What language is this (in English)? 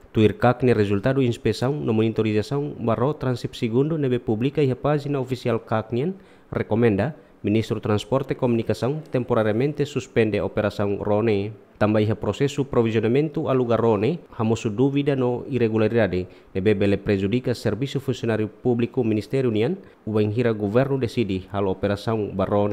Tetum